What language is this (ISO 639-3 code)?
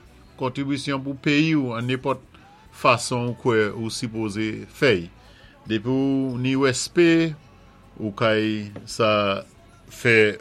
acf